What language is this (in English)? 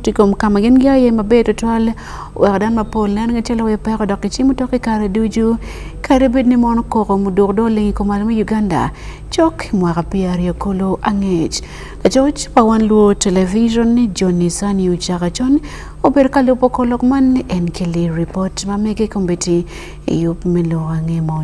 Acoli